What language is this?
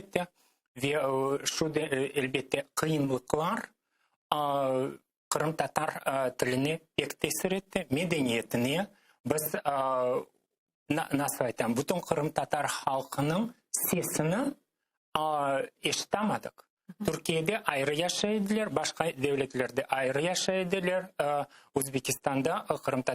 Crimean Tatar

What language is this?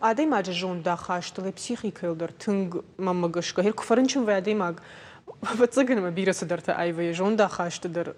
Ossetic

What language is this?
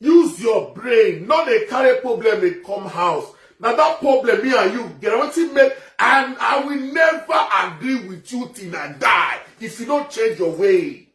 Nigerian Pidgin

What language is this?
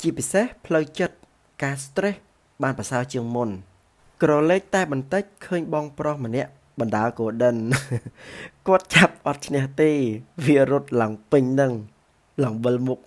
Khmer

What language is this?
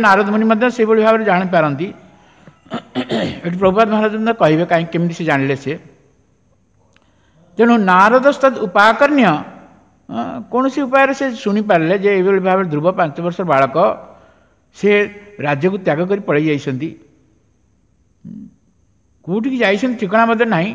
Odia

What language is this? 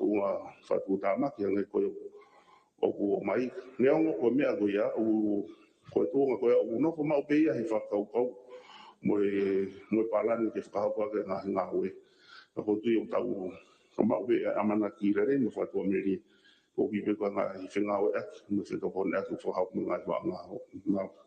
Tongan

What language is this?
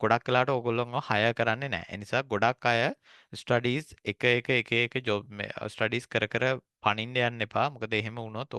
Sinhala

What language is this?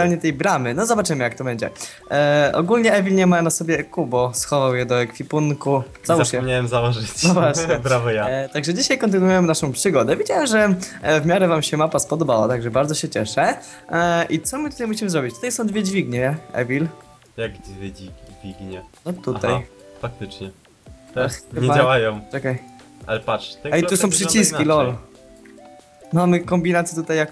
Polish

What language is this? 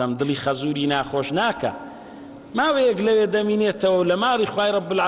Central Kurdish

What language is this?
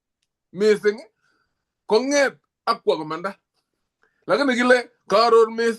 Kalenjin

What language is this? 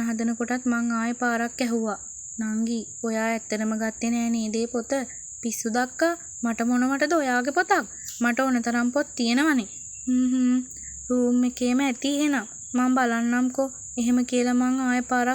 Sinhala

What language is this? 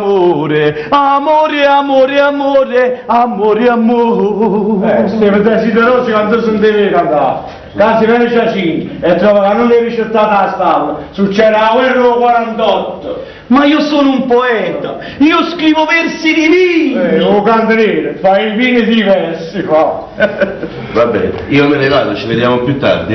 Neapolitan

